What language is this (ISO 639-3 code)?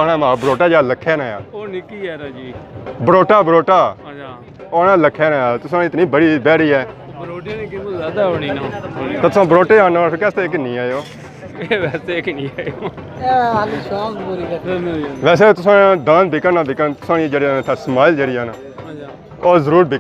phr